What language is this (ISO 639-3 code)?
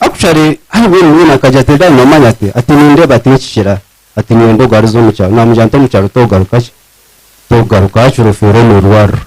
nyn